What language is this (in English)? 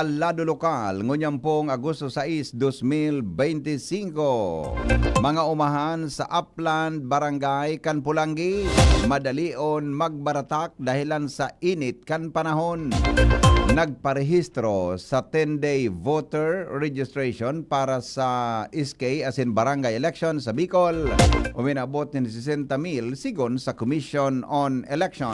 Bikol